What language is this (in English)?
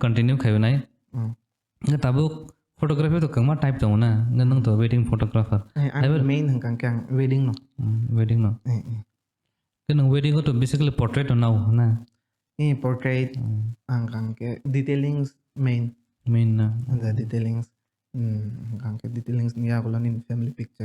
Kok Borok